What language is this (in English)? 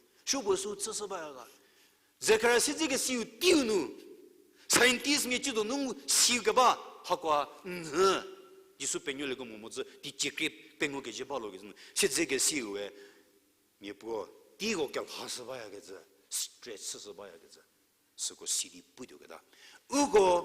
Angami Naga